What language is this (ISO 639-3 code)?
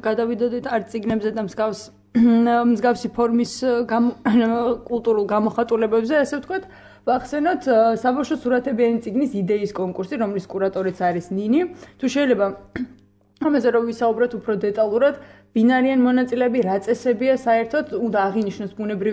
kat